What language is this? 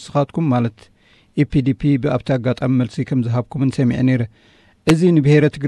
Tigrinya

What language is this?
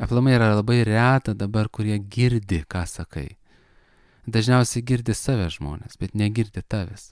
Lithuanian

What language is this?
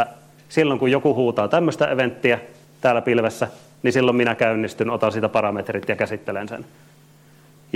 Finnish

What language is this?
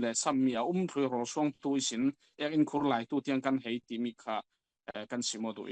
Falam Chin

